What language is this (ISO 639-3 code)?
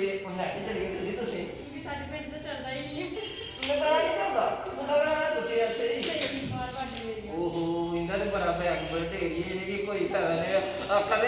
doi